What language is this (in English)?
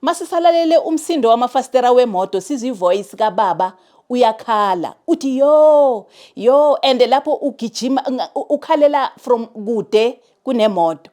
Zulu